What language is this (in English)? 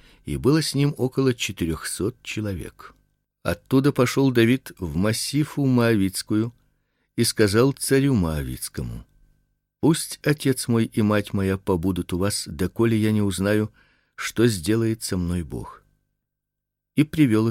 Russian